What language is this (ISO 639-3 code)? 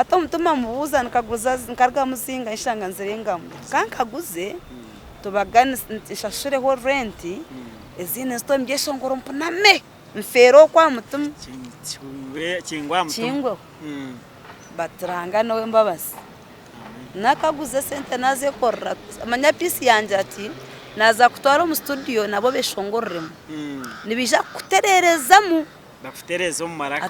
nyn